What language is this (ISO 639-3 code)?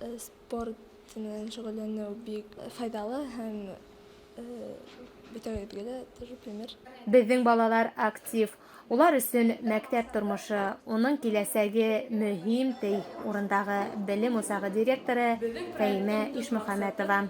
bak